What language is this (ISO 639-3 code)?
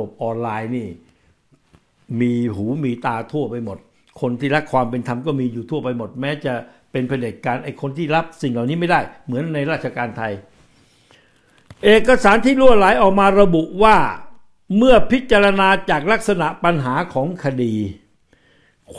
tha